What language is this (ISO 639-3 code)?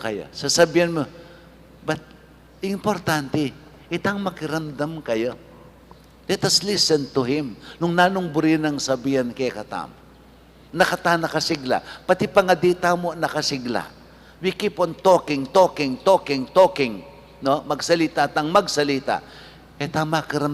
pam